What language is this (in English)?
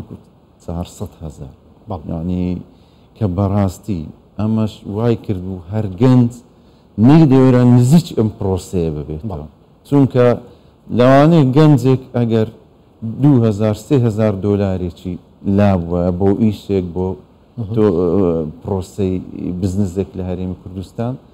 Central Kurdish